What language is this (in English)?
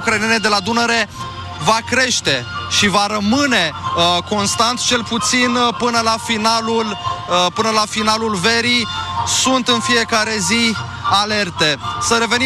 Romanian